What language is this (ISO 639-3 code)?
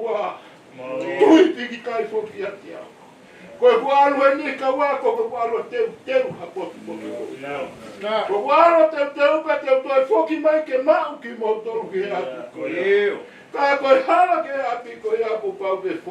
ton